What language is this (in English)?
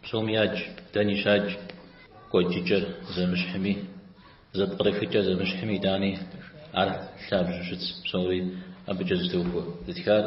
Kabardian